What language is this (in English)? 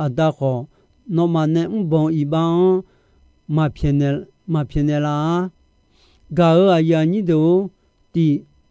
Akha